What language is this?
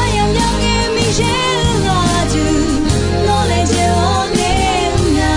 Akha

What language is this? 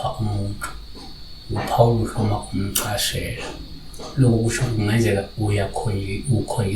Zulu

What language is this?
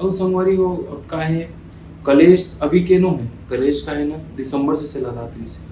Chhattisgarhi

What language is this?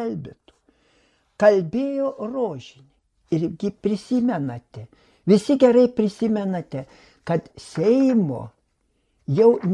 Lithuanian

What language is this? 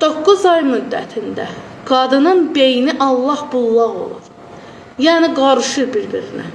Azerbaijani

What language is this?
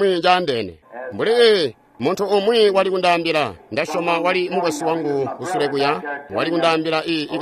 Tonga (Zambia)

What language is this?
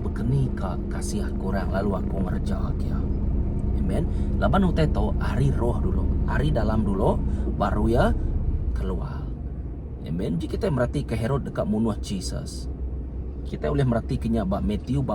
Iban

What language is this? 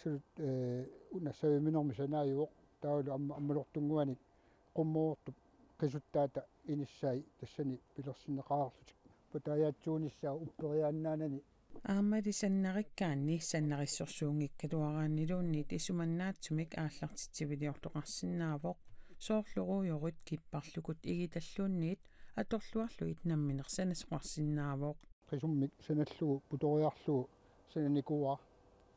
Kalaallisut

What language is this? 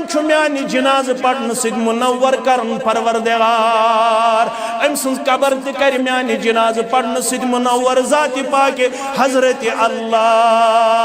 Kashmiri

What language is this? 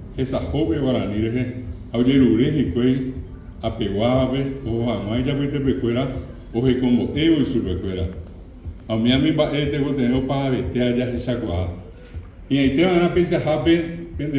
Guarani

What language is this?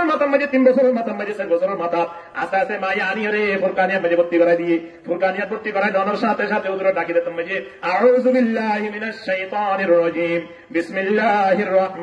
Rohingya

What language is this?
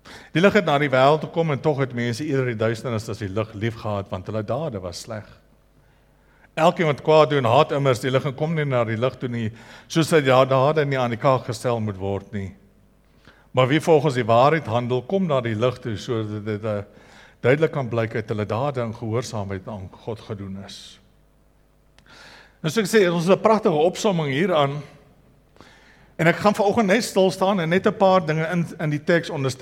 Afrikaans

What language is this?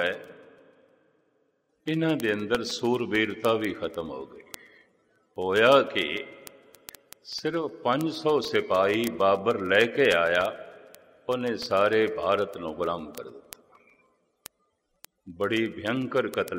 Punjabi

